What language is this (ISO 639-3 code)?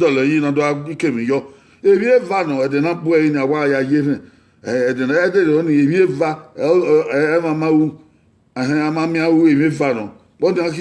bin